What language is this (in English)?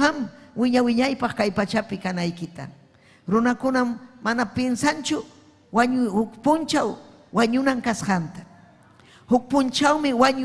Ayacucho Quechua